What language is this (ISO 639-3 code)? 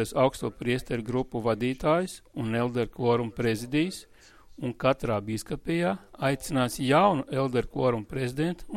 lav